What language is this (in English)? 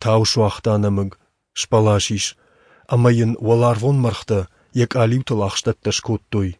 Ossetic